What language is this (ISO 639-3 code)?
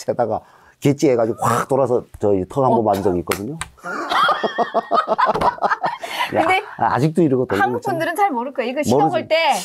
kor